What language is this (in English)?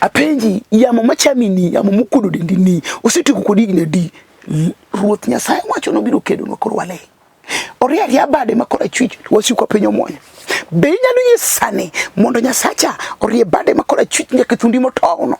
Luo (Kenya and Tanzania)